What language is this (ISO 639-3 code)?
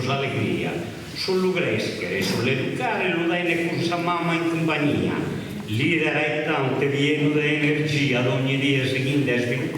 srd